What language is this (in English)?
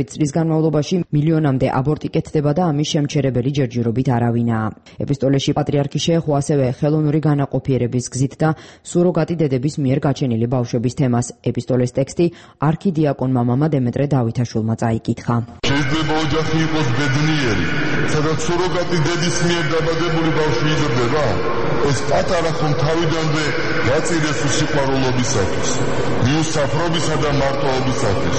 Georgian